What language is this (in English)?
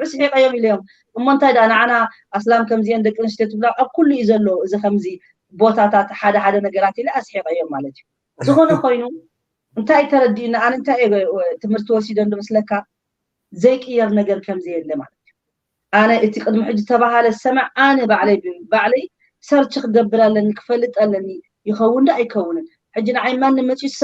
Tigrinya